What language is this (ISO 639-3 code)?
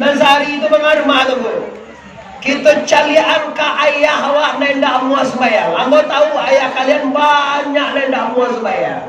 min